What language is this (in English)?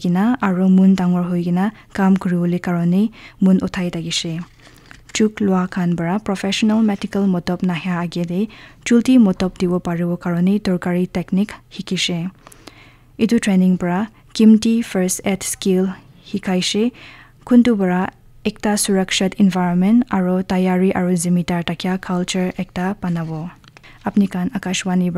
Naga Pidgin